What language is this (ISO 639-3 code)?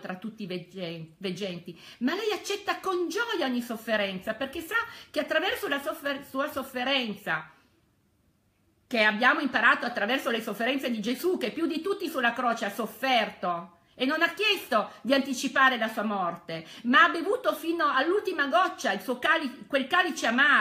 ita